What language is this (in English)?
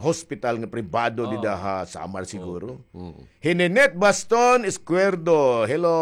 Waray